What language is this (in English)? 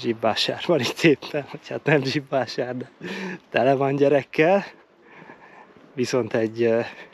Hungarian